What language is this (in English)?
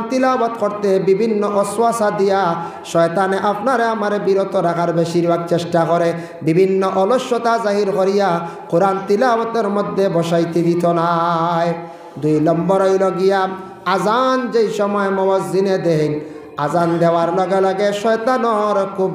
Sylheti